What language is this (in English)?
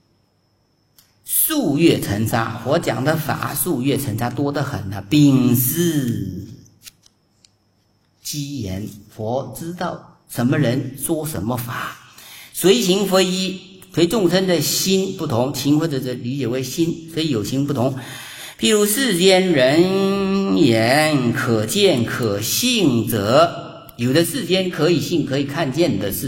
Chinese